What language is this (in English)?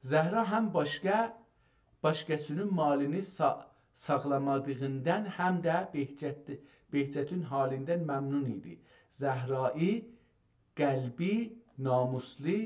South Azerbaijani